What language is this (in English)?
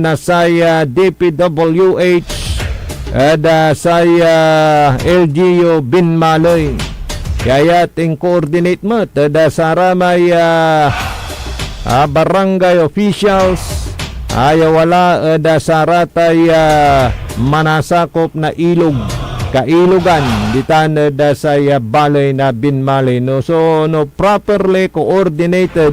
Pangasinan